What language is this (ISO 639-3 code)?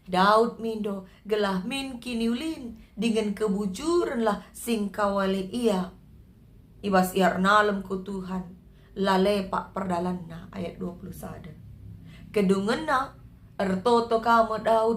btx